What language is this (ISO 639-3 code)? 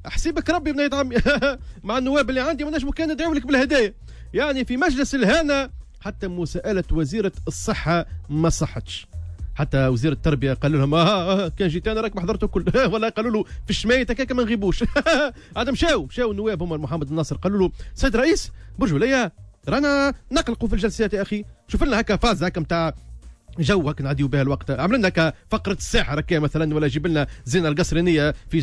aeb